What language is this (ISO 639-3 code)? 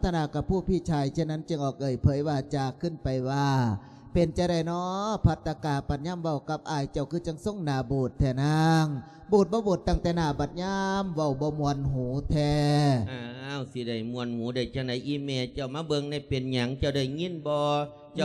lao